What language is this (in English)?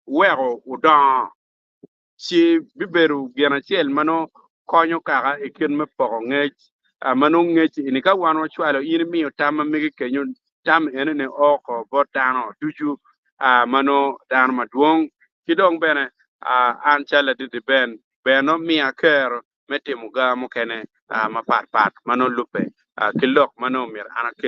Acoli